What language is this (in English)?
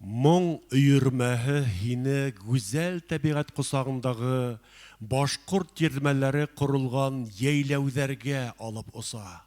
Bashkir